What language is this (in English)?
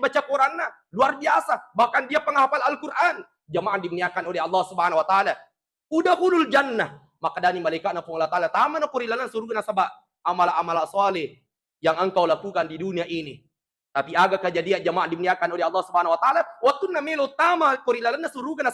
Buginese